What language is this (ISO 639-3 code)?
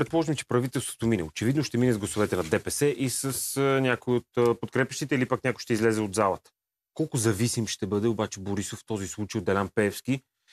bul